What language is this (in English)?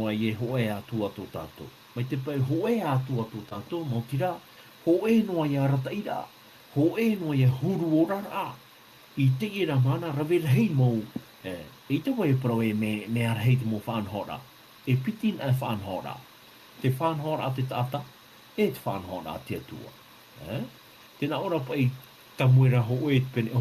Tahitian